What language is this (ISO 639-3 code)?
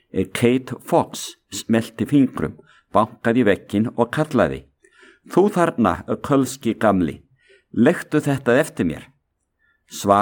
isl